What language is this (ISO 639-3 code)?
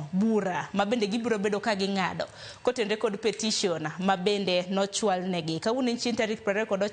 luo